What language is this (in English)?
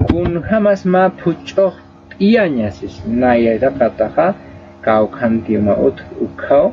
Aymara